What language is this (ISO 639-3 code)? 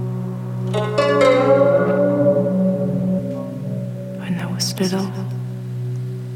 eus